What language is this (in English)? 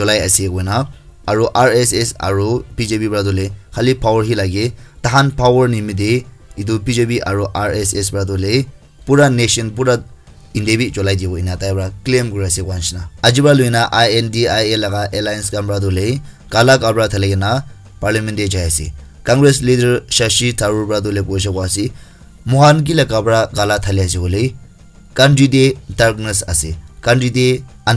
Naga Pidgin